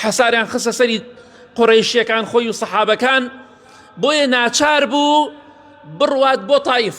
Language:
Central Kurdish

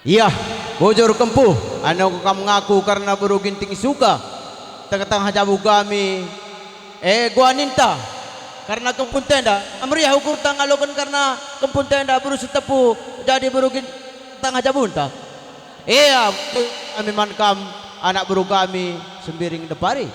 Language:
Batak Karo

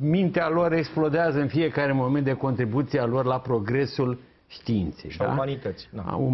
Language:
Romanian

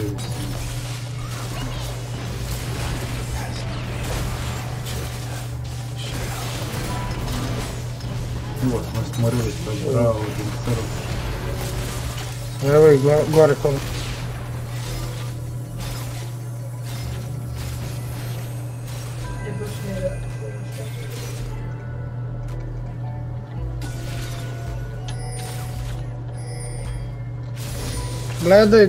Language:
Croatian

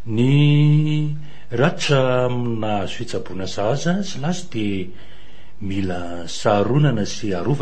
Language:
Malagasy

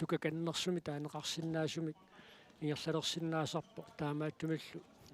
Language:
Kalaallisut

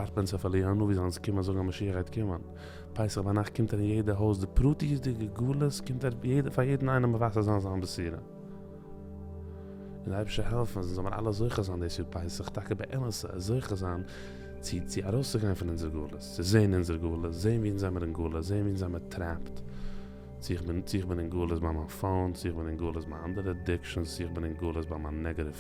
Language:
Yiddish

